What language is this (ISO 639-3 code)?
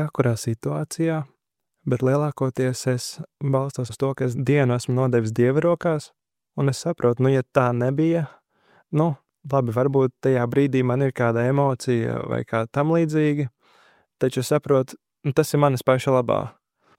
lav